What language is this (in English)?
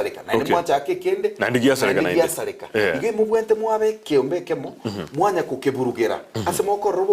Gusii